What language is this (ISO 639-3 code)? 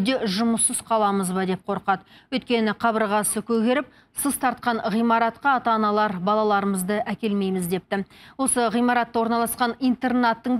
kaz